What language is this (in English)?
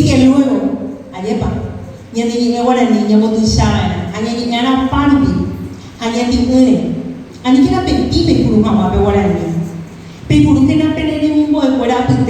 Guarani